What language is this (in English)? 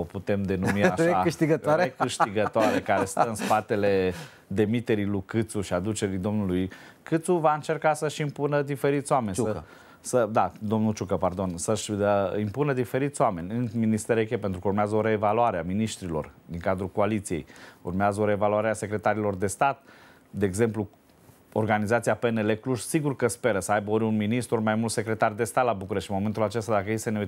Romanian